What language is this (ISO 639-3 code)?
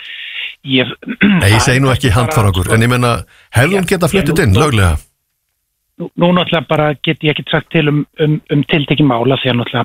isl